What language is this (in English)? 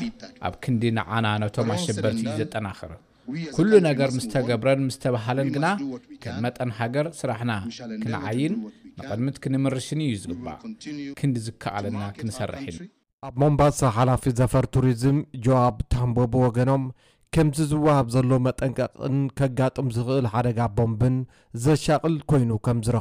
Tigrinya